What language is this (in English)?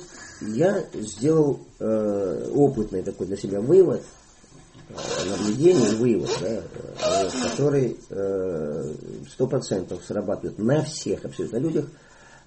Russian